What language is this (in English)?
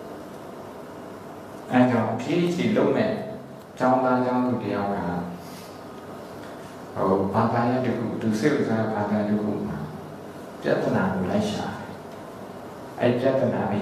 Burmese